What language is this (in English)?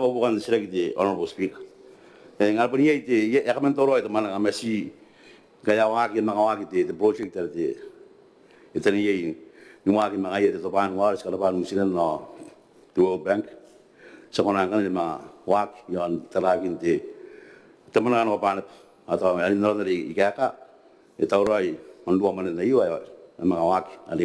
Gilbertese